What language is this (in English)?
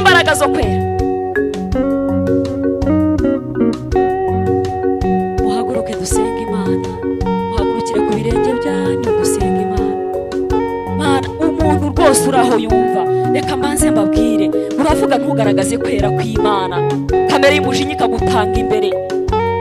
Kinyarwanda